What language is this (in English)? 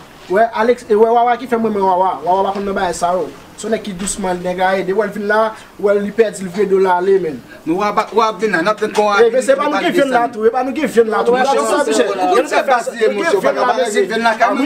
Haitian Creole